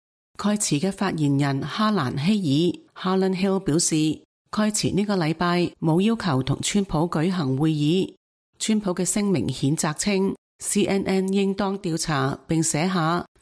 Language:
Cantonese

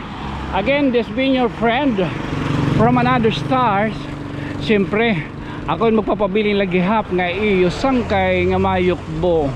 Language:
Waray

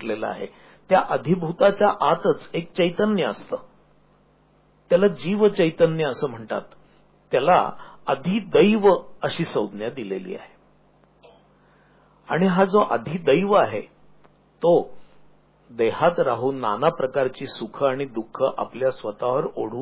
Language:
Marathi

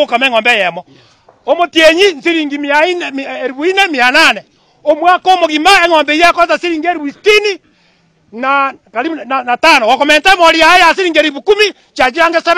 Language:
Gusii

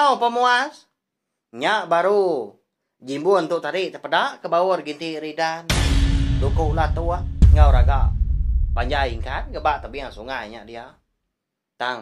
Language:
Iban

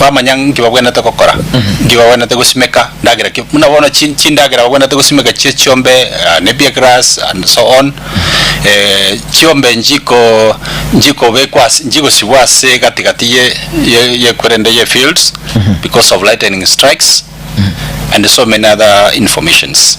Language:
Gusii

